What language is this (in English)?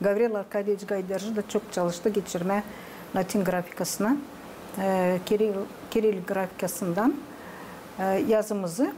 Gagauz